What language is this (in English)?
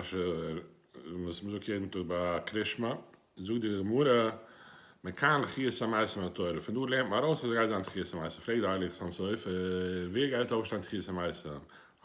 Yiddish